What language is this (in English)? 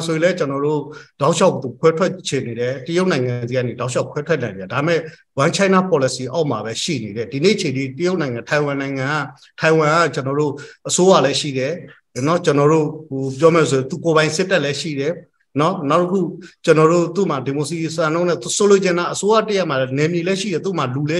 Burmese